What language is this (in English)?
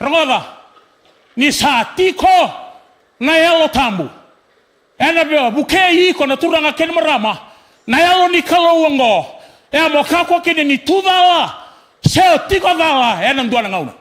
Fijian